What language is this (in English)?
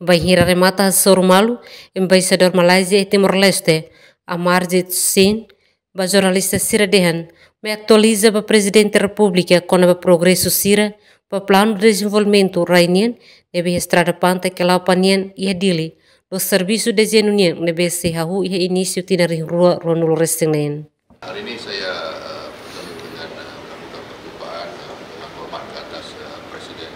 Tetum